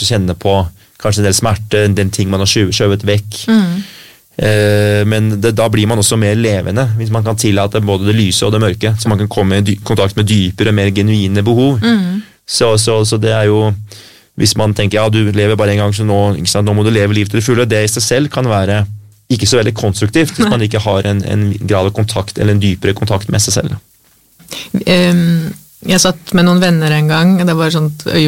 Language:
Norwegian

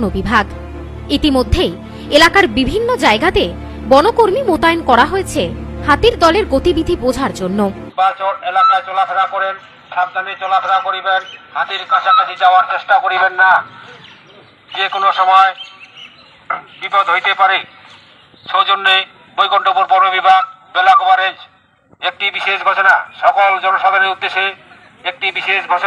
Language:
Bangla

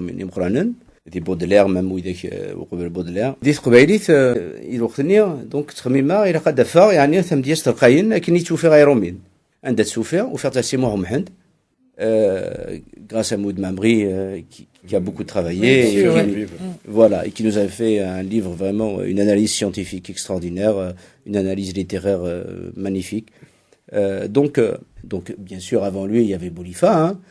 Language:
Kabyle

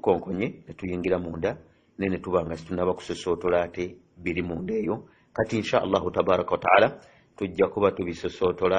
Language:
Ganda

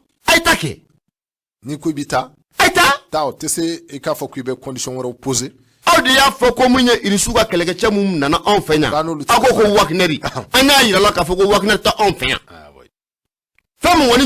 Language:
Bambara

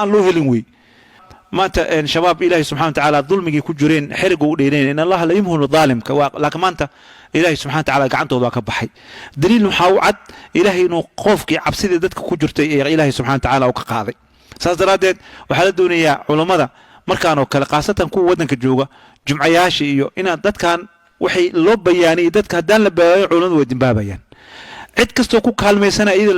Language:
Somali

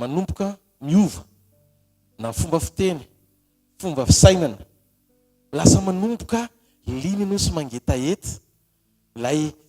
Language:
Malagasy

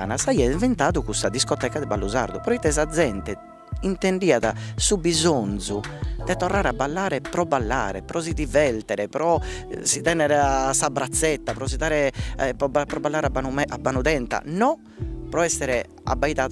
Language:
Sardinian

